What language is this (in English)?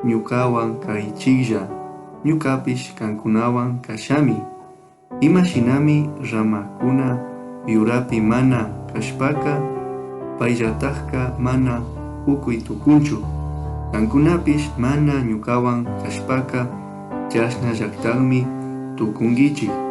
Chimborazo Highland Quichua